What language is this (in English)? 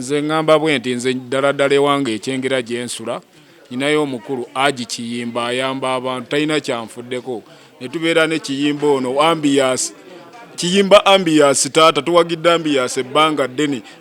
Ganda